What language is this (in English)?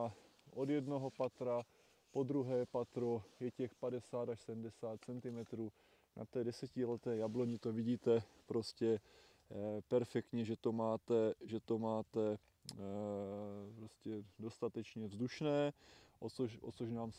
Czech